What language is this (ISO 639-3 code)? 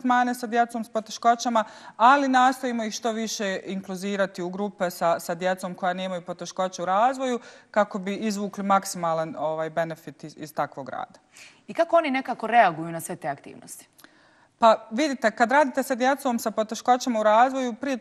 bos